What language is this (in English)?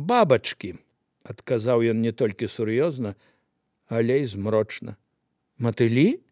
Belarusian